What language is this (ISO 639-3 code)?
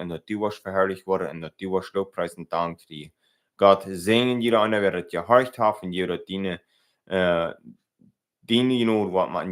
pdt